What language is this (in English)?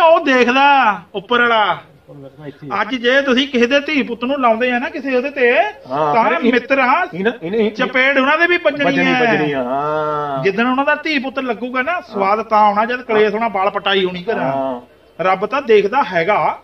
Punjabi